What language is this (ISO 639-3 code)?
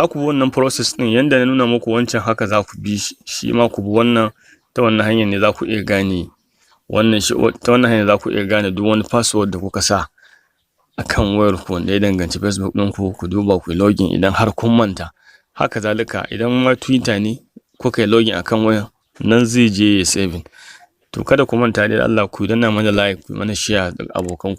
hau